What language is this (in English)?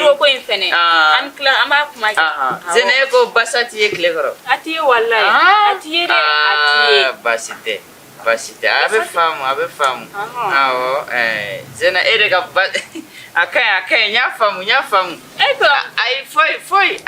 Bambara